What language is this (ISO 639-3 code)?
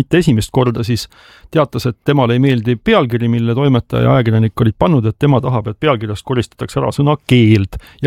est